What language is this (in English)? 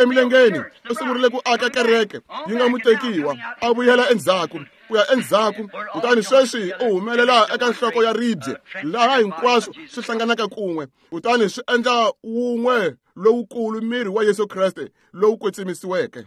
Tsonga